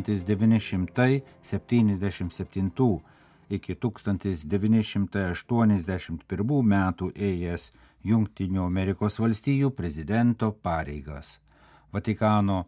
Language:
Lithuanian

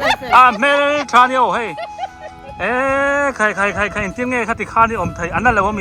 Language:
Biete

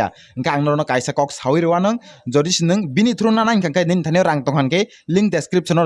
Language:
Kok Borok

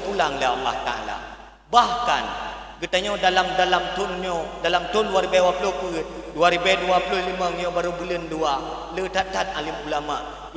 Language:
Achinese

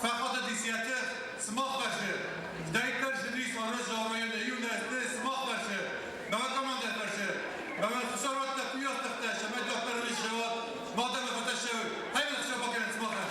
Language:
Ossetic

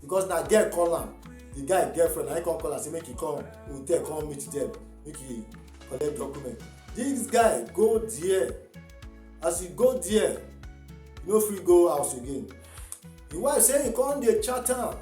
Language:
Nigerian Pidgin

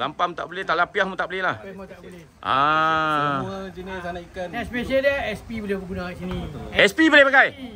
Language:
Malay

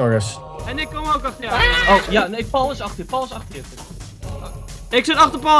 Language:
Dutch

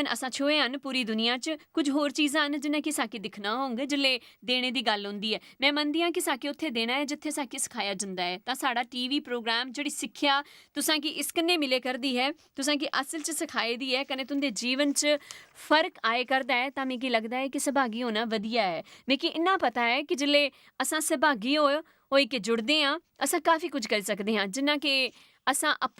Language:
Dogri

